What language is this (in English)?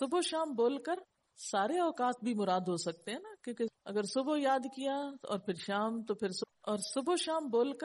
Urdu